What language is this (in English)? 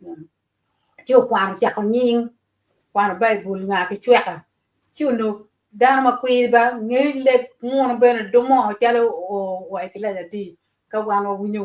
Acoli